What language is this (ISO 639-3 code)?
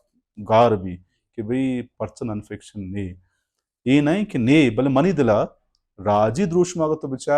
bal